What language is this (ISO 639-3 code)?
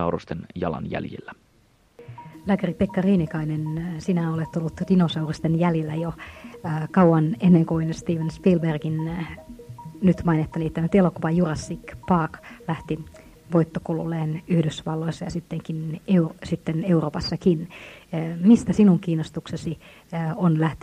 fin